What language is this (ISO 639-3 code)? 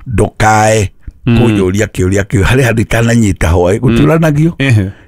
kik